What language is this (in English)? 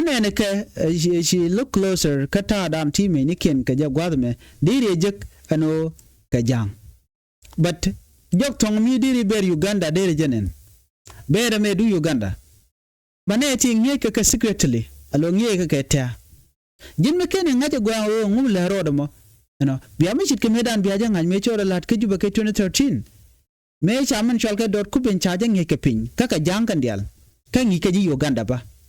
Nuer